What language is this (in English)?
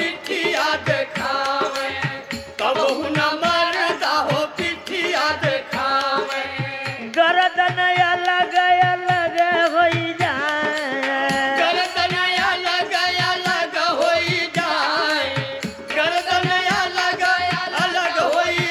Bhojpuri